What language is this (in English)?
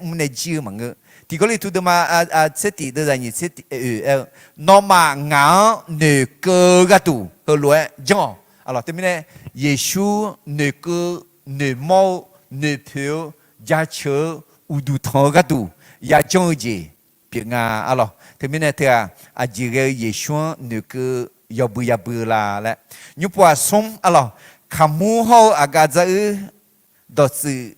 Akha